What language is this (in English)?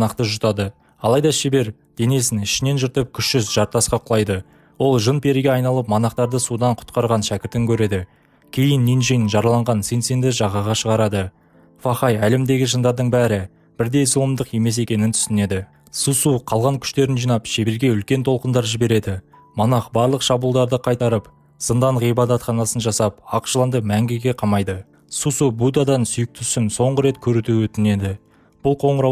Kazakh